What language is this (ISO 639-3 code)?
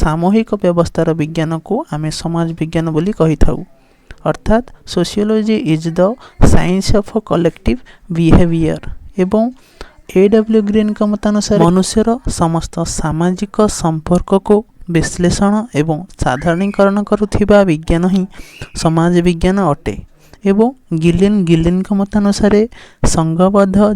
ori